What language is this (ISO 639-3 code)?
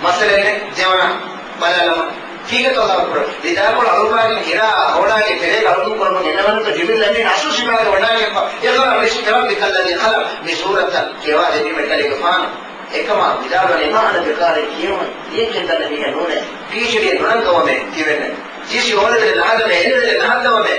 div